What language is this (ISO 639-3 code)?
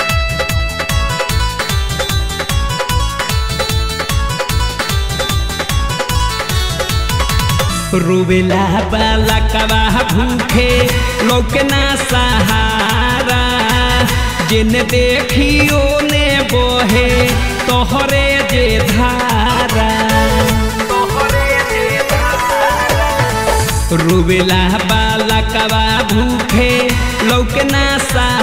bho